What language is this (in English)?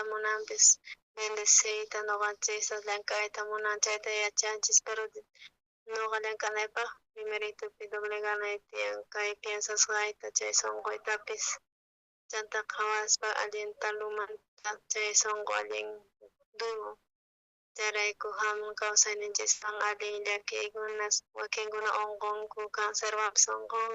South Bolivian Quechua